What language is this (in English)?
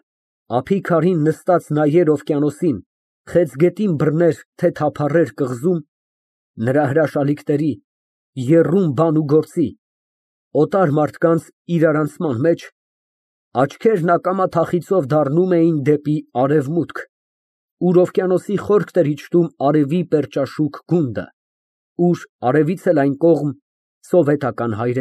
Armenian